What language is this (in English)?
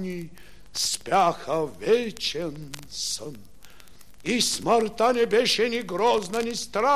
Bulgarian